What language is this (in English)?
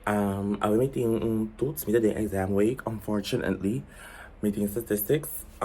Papiamento